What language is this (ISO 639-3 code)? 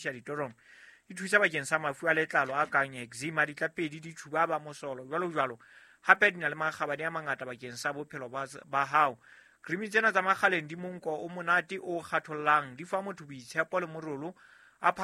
sot